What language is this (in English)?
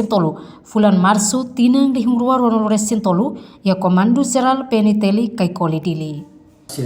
Tetum